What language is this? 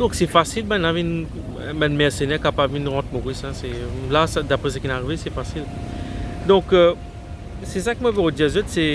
Morisyen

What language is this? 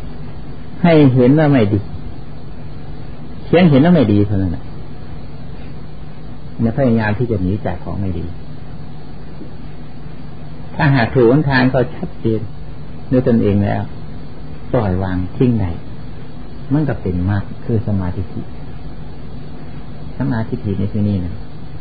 Thai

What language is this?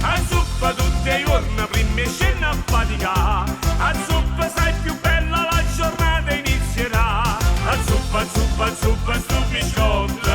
Neapolitan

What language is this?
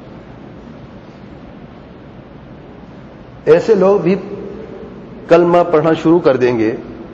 Urdu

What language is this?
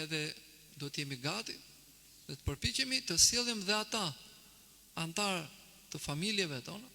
Albanian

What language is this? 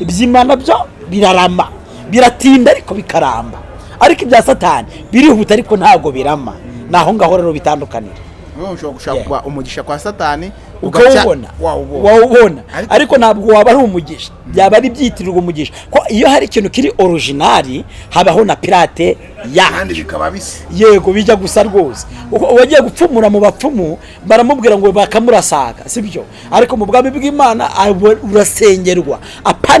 Kinyarwanda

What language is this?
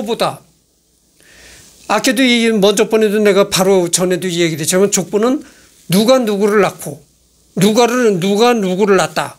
Korean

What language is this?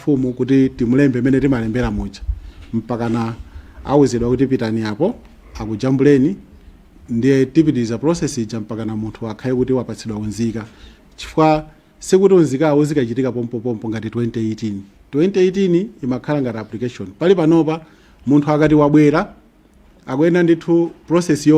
Nyanja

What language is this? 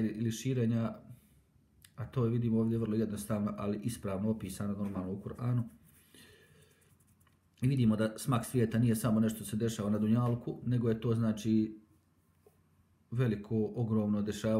Bosnian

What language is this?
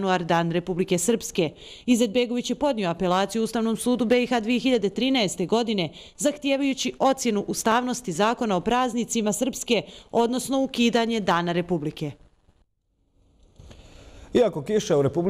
Bosnian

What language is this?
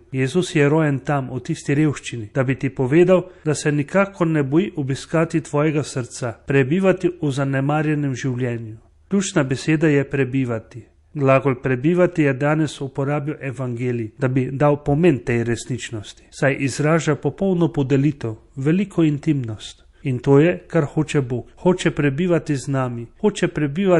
Slovenian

